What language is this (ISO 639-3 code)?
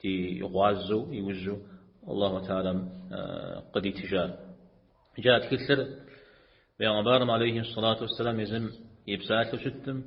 kbd